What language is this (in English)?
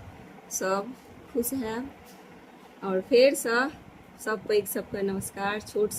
Maithili